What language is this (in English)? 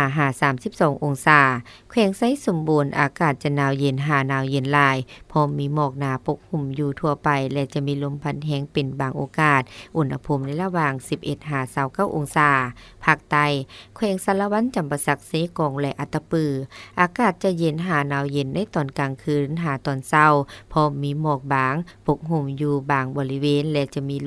Lao